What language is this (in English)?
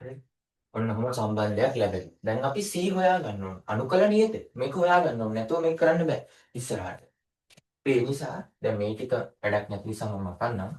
Sinhala